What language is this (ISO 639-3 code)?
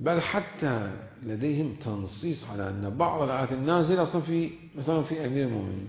acm